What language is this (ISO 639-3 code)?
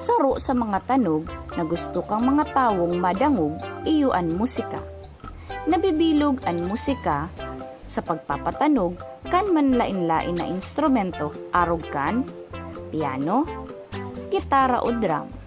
bik